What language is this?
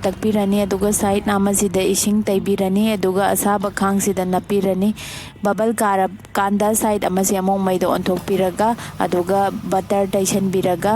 Manipuri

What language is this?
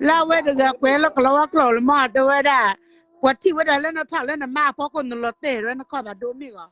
S'gaw Karen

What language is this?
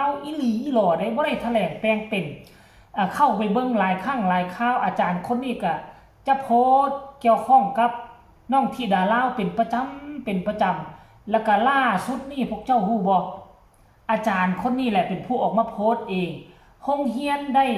Northeastern Thai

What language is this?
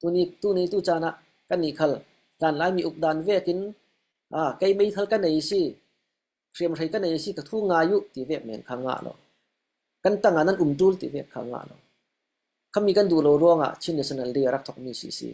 Falam Chin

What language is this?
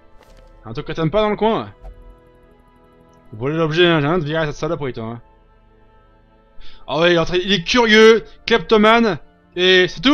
French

